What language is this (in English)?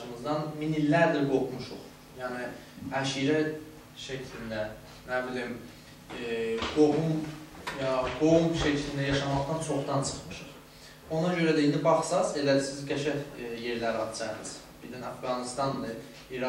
South Azerbaijani